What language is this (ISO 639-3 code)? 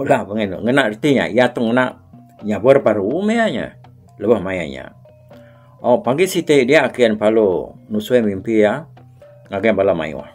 iba